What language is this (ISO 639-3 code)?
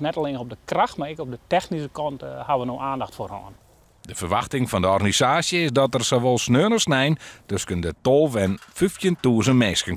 fry